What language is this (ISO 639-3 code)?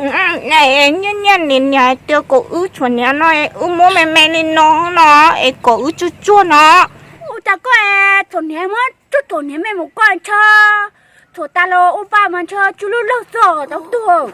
hmn